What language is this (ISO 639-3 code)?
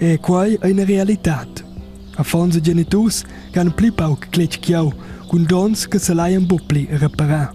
roh